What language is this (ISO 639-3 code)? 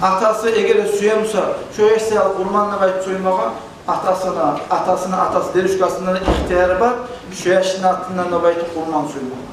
kum